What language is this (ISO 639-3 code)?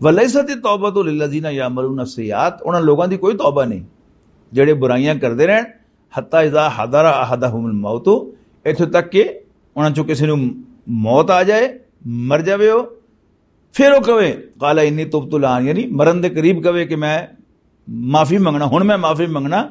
lah